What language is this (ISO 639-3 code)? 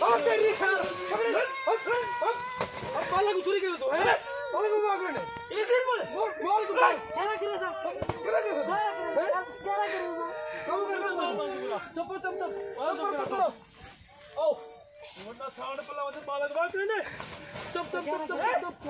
skr